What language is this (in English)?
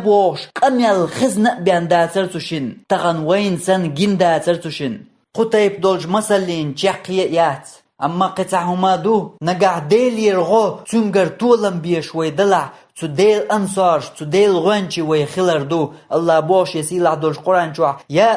Chechen